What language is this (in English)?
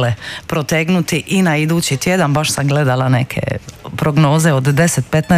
Croatian